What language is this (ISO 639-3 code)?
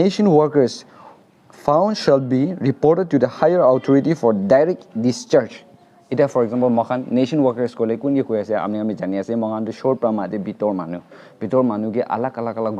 nag